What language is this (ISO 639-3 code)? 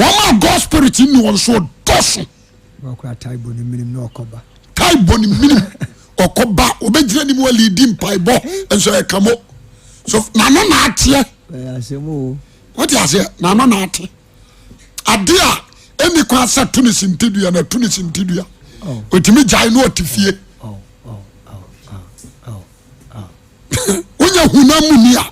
aka